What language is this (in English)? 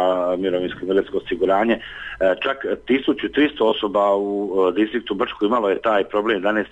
Bosnian